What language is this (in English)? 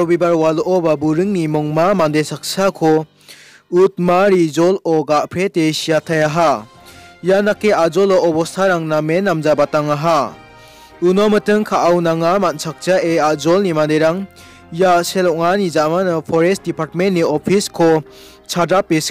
Garo